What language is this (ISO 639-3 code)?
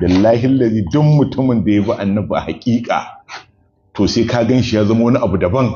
hau